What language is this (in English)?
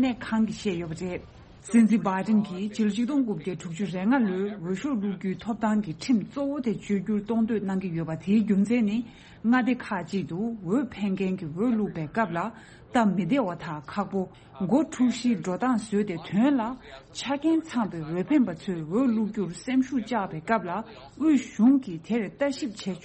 Tibetan